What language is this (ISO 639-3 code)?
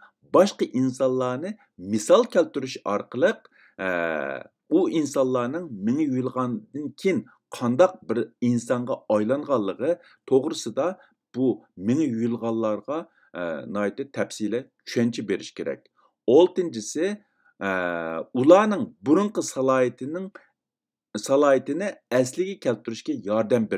uig